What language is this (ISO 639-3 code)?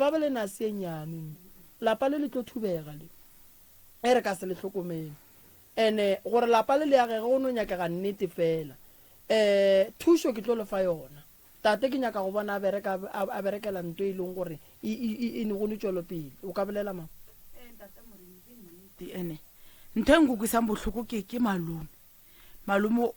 nso